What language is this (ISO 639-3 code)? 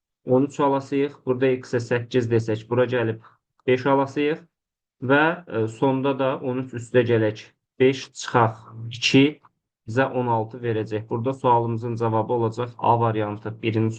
aze